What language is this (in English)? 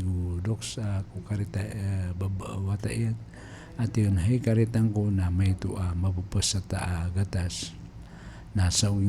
Maranao